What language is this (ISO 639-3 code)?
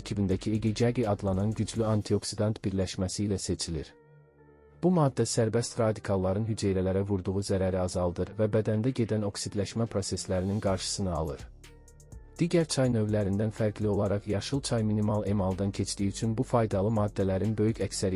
aze